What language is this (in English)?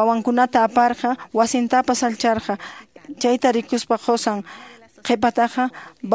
Quechua